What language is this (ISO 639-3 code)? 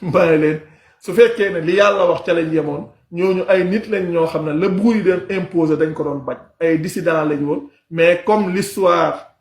wol